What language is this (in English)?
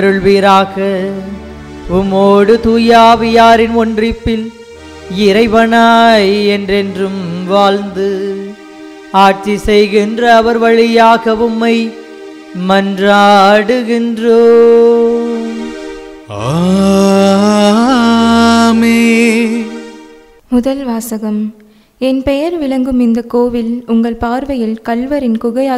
Tamil